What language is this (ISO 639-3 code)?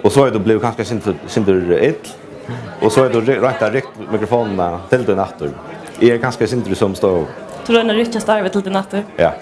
fao